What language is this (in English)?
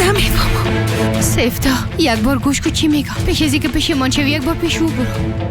Persian